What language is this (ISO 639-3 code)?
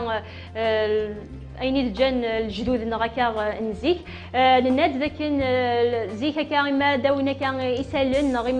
kab